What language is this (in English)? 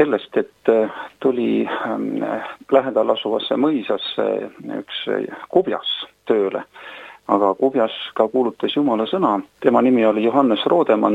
Estonian